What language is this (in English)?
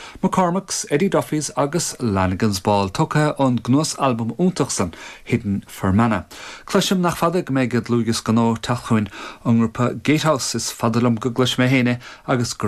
Irish